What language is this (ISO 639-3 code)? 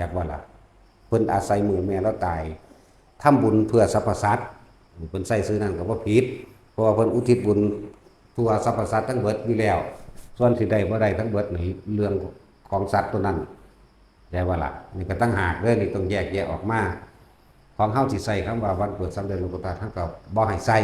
tts